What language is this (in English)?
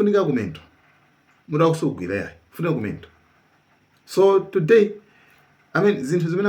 Nyanja